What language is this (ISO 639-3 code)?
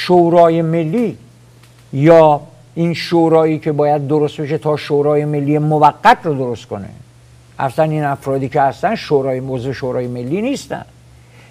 fas